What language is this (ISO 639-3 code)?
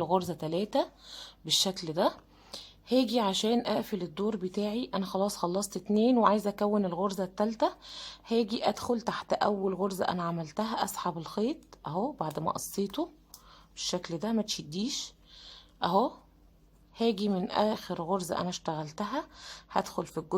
arz